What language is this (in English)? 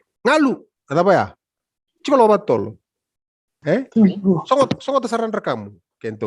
Fijian